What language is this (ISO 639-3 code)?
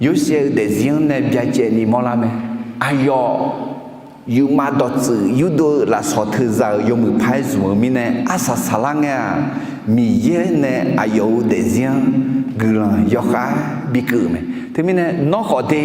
ahk